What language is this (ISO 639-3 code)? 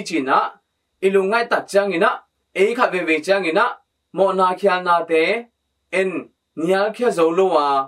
ctd